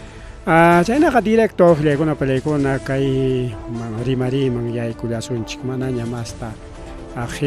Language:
Ayacucho Quechua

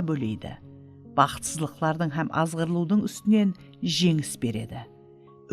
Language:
Kara-Kalpak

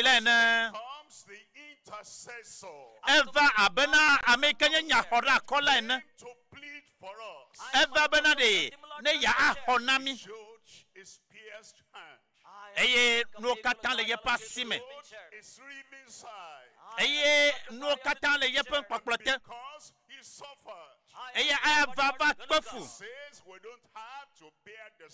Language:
Ewe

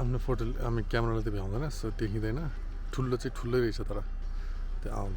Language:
Nepali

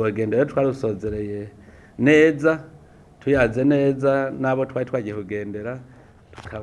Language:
Rundi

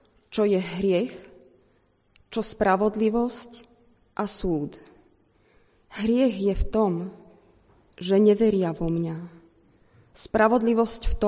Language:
Slovak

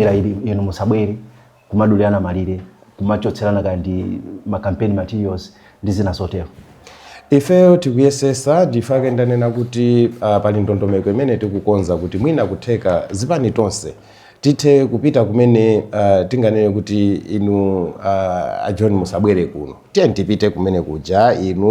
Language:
Nyanja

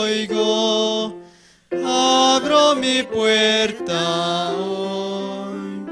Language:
Aymara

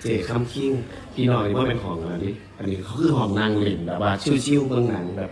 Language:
Northeastern Thai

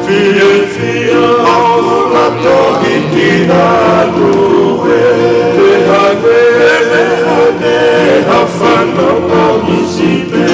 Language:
Tongan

